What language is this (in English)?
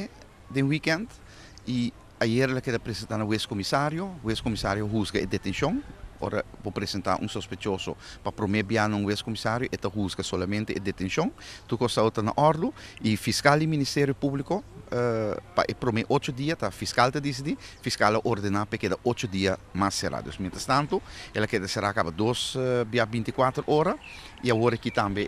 Papiamento